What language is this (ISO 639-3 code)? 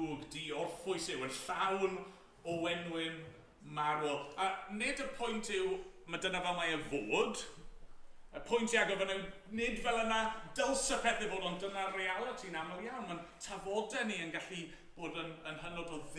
cym